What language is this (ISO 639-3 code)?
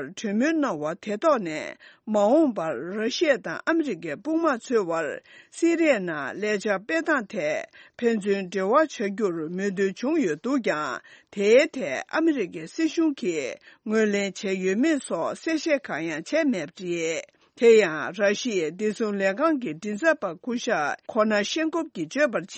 bod